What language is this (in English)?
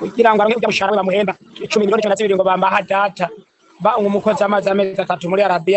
Rundi